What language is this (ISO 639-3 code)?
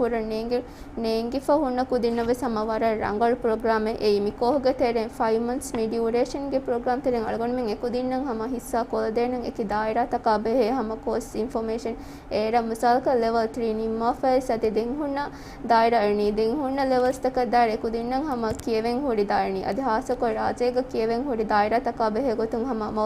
div